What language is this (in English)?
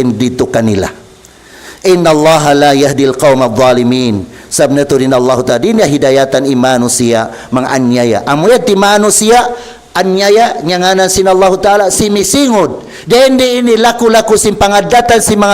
Tausug